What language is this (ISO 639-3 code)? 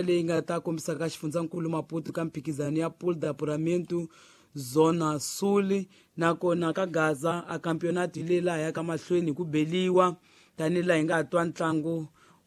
tso